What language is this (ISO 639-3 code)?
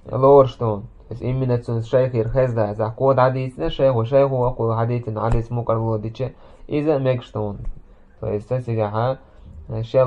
che